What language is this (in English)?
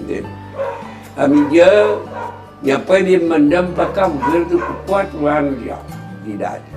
Kabuverdianu